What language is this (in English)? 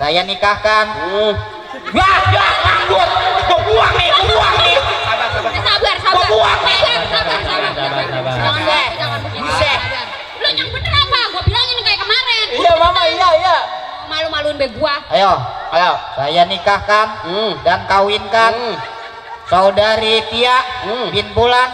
Betawi